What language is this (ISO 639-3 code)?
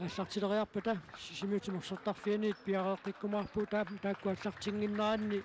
kal